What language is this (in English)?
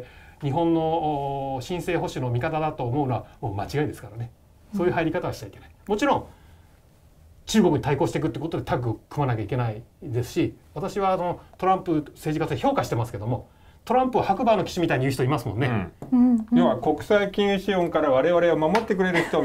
Japanese